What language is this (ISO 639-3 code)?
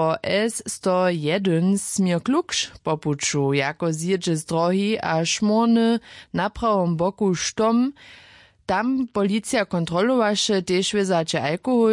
hsb